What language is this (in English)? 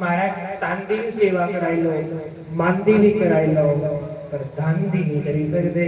Dogri